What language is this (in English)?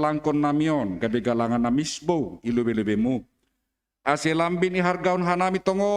Batak Simalungun